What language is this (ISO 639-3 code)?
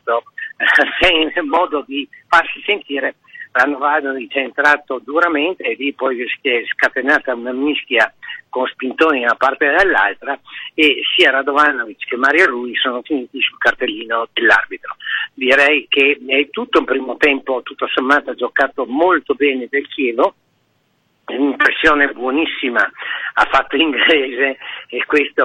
ita